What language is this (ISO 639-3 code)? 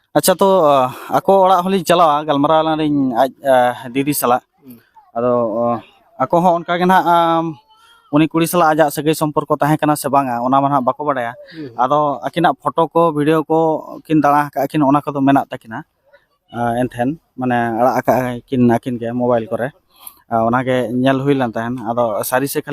sat